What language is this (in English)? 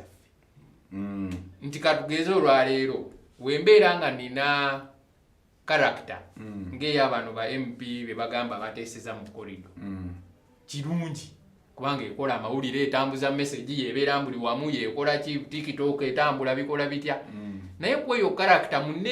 Ganda